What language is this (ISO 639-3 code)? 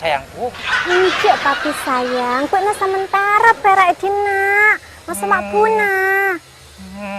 mad